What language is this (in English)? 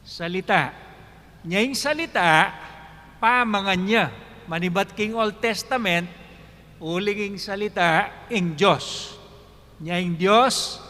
Pampanga